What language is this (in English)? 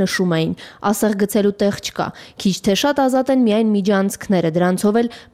Armenian